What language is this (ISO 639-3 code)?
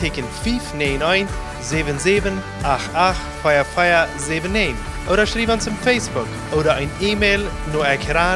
pdt